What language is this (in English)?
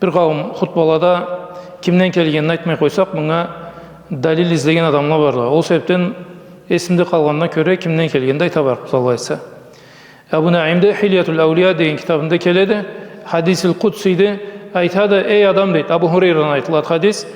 Karachay-Balkar